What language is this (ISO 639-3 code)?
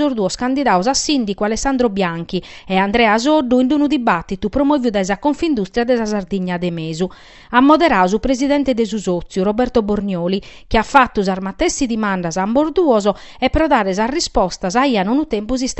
srd